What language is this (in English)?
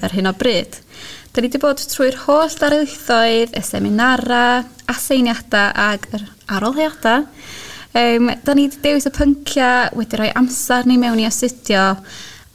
Welsh